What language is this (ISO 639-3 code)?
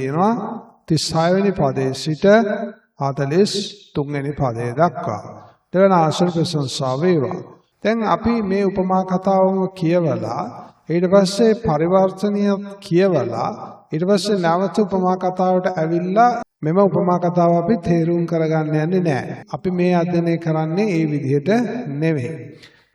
sin